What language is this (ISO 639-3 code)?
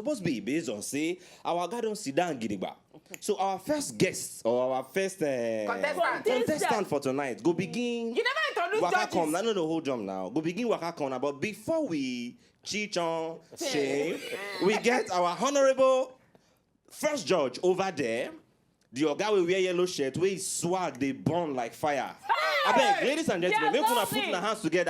pcm